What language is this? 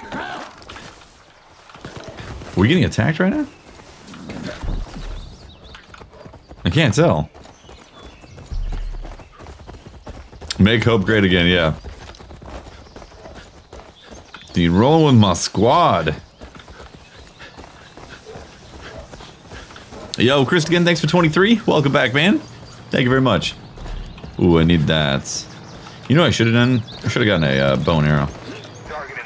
English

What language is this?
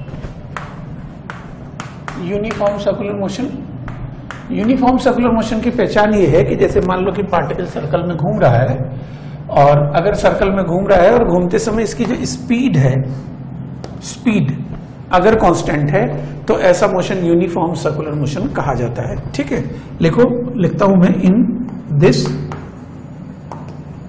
Hindi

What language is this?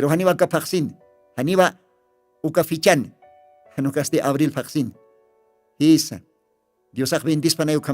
Aymara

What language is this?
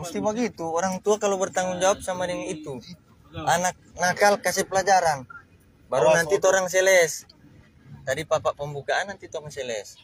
Manado Malay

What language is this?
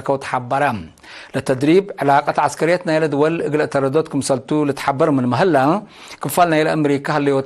Tigre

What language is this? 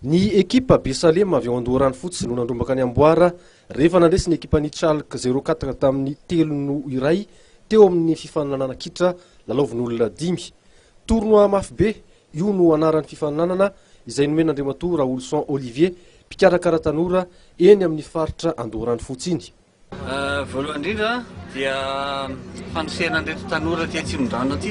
Malagasy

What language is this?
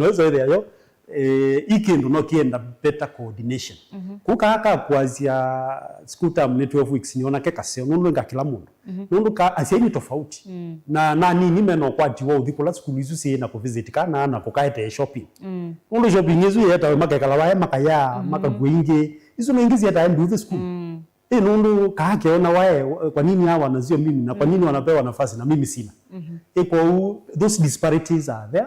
Kamba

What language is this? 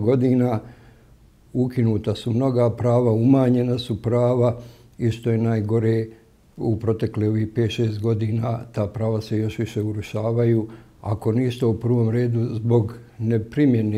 Bosnian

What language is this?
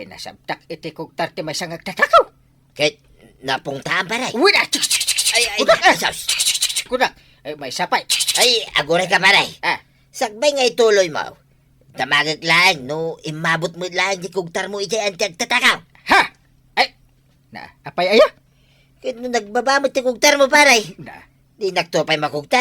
Iloko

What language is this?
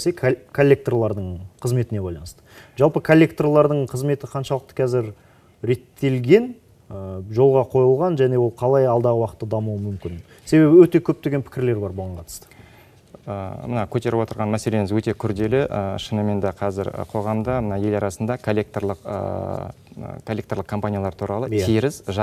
Kazakh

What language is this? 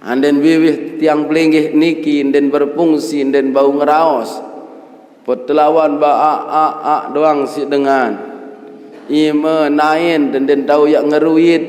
Sasak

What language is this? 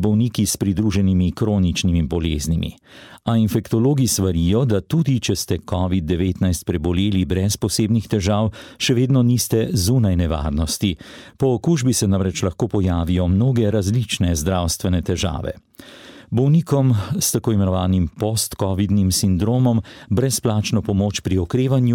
Slovenian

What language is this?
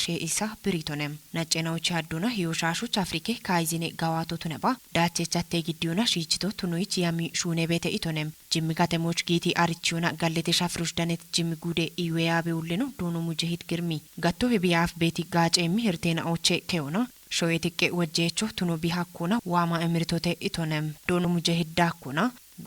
Kafa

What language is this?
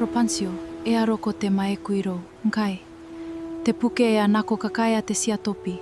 Gilbertese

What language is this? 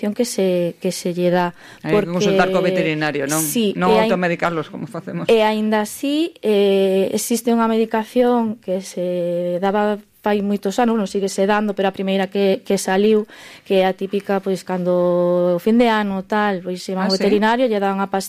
Galician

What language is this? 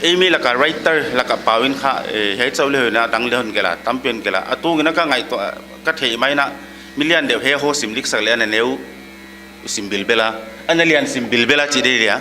Paite Chin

